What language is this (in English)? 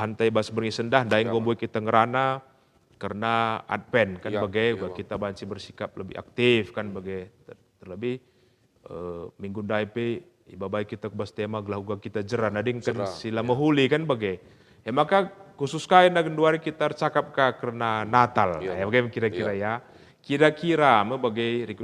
Batak Karo